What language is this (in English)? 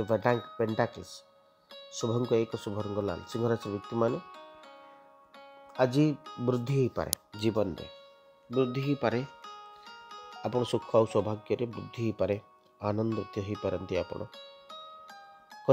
Odia